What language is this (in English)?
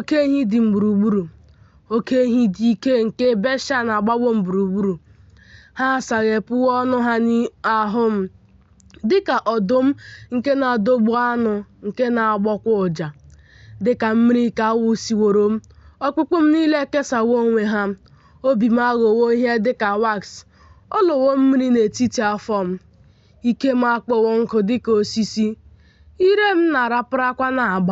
Igbo